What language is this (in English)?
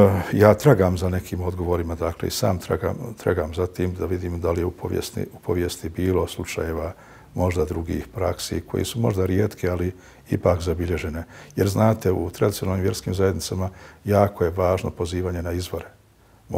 Bosnian